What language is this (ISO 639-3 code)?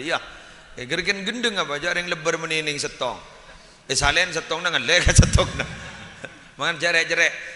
mad